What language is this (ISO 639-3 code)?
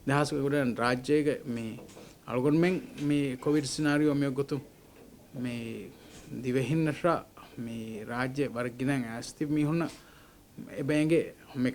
div